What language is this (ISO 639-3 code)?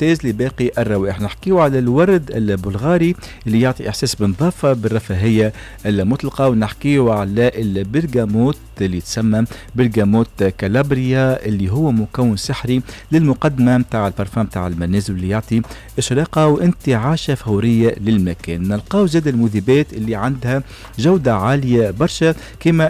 aeb